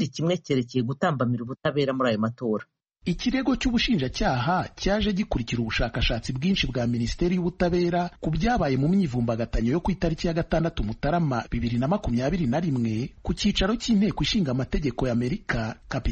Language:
Kinyarwanda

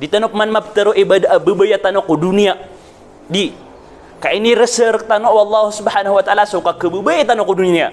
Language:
Maranao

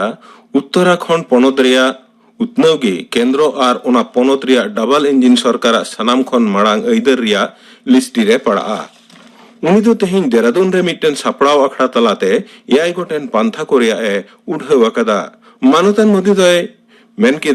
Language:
Santali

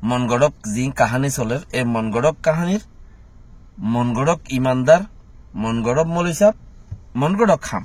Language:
Rohingya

